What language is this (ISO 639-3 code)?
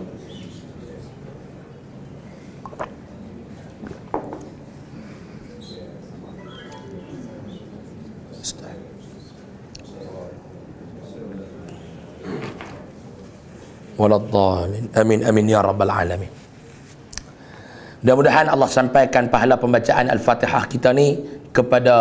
msa